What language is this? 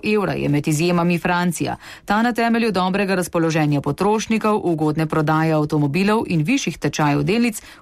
Slovenian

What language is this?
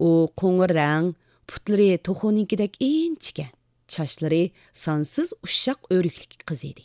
Uyghur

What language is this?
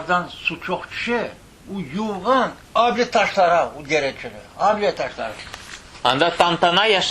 Crimean Tatar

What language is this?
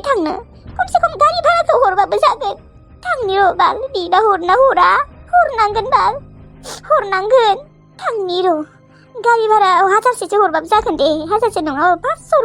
Bodo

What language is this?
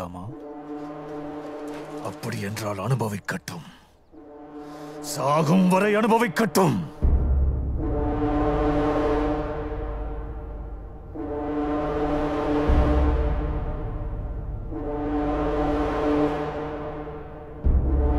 Tamil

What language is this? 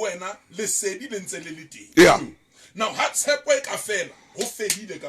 Southern Sotho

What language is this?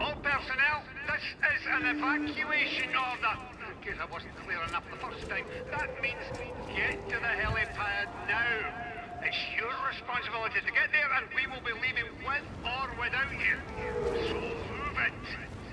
Bavarian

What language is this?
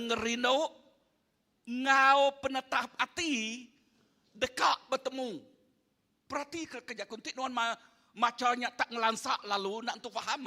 Iban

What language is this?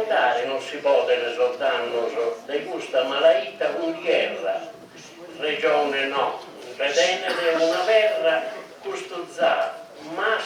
Sardinian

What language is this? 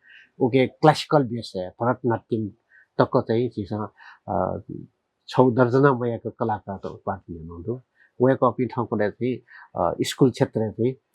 Newari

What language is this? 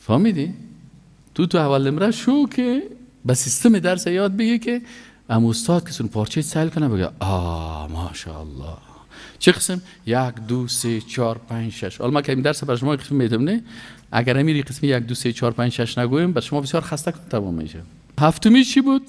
Persian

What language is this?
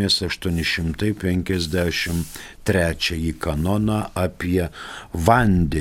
Lithuanian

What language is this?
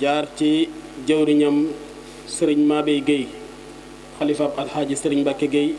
Wolof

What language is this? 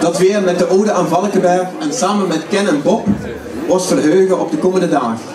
Limburgish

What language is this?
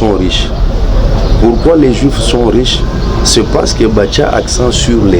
Lingala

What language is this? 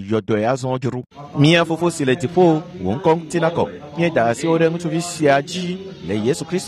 Ewe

